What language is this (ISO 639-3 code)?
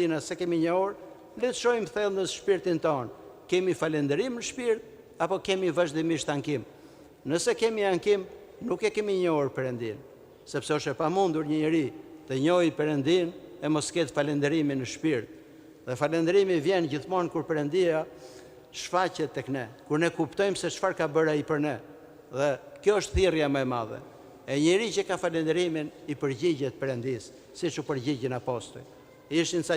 sqi